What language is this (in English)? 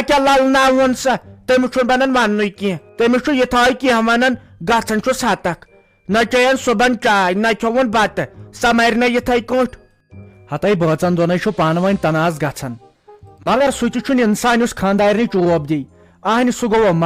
Kashmiri